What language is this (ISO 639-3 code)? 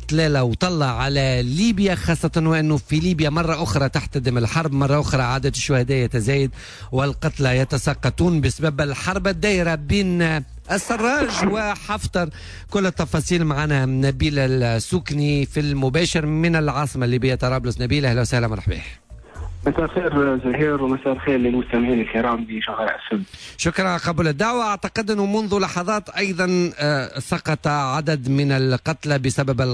aeb